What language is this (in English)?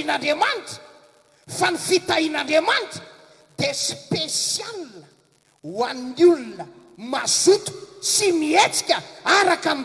Malagasy